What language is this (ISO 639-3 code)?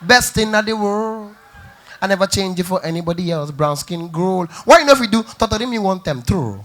pcm